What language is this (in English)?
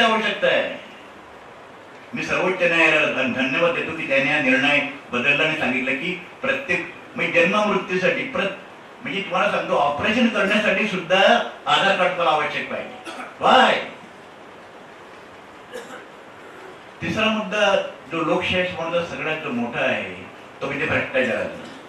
Marathi